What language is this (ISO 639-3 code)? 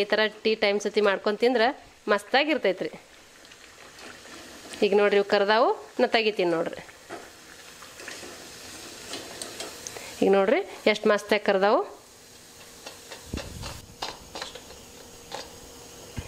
kan